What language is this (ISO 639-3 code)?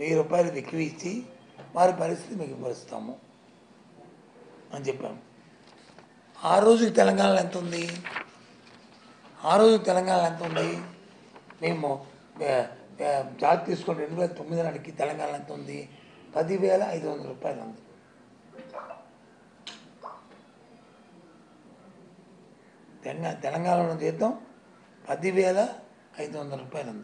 tel